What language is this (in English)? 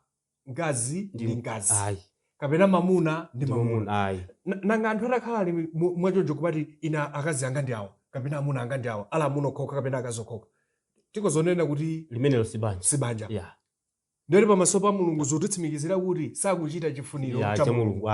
Nyanja